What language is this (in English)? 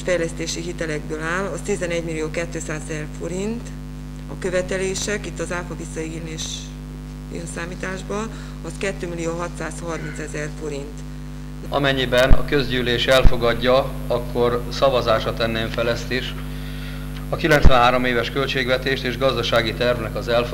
Hungarian